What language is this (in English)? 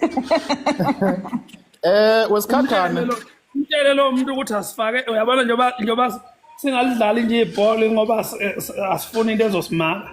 Zulu